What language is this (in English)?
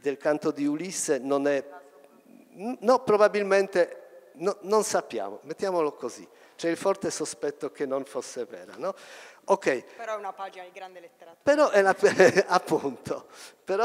Italian